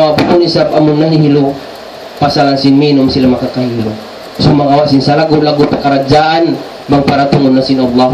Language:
Tausug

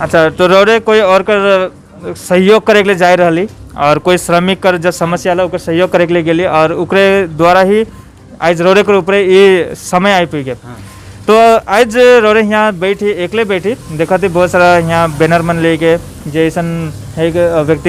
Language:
Sadri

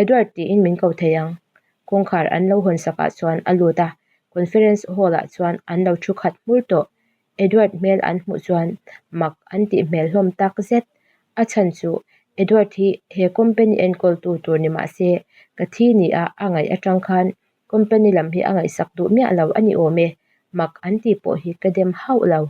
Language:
Mizo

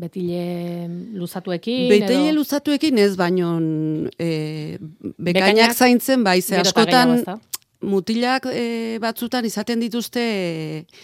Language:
Basque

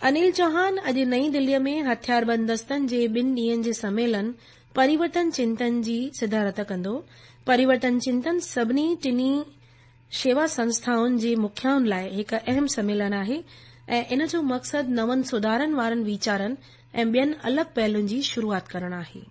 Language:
Sindhi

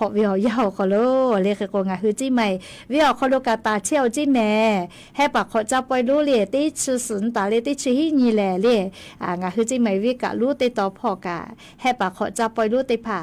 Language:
Lahu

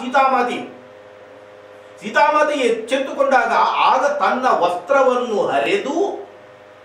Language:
Kannada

